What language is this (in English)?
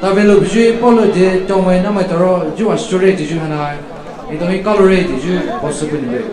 Poumei Naga